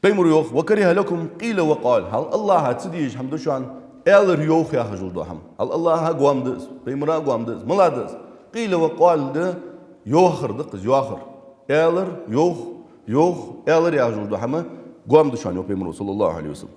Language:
Ingush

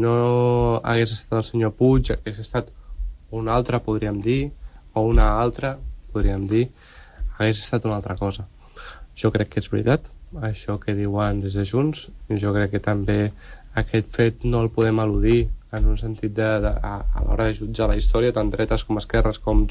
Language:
Catalan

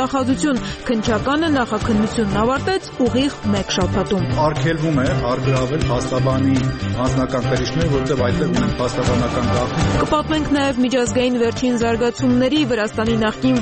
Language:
Armenian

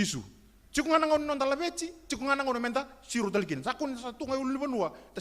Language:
Fijian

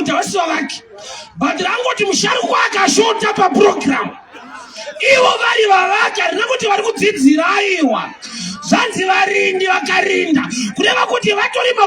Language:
Shona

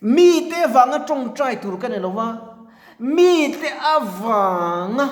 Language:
Mizo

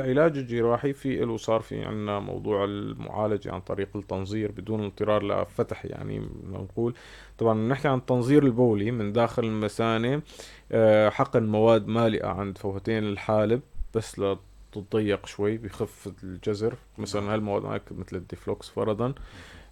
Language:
North Levantine Arabic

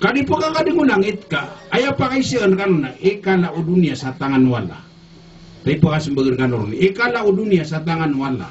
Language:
Maranao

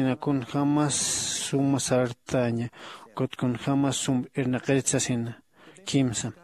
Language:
Aymara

